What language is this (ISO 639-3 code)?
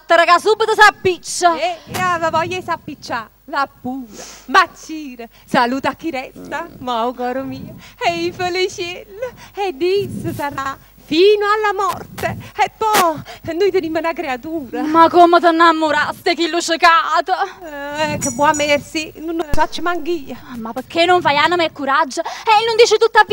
nap